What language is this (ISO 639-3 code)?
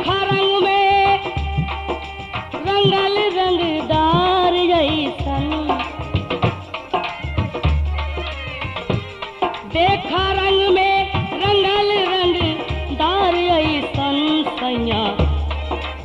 bho